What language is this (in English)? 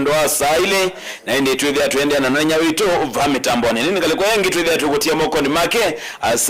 Kamba